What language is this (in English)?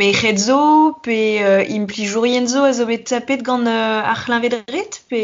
Breton